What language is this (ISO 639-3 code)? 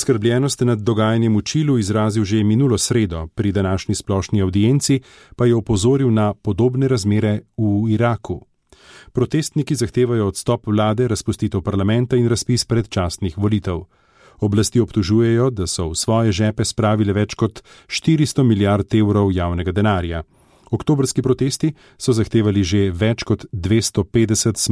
slv